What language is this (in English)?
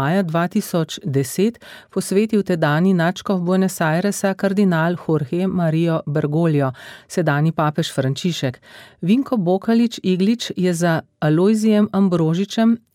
Slovenian